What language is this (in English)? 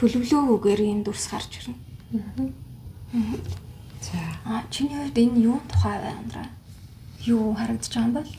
Mongolian